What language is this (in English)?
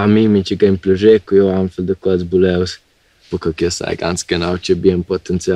Romansh